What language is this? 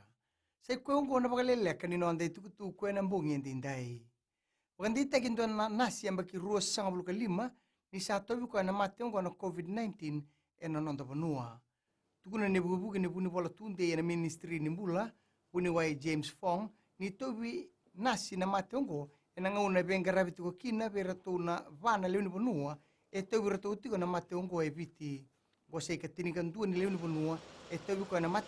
Fijian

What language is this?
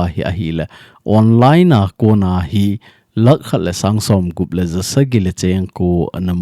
Thado Chin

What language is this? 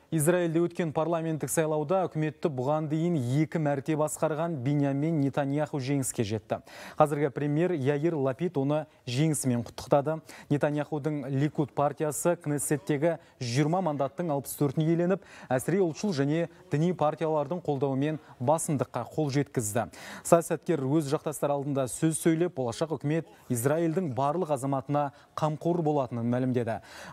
Kazakh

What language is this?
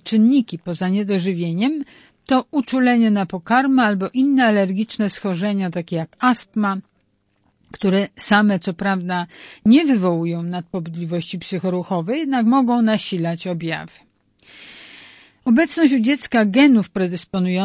Polish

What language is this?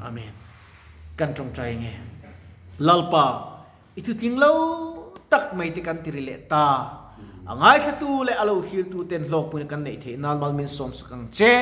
Mizo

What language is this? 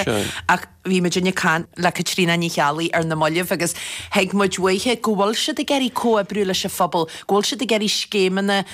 Irish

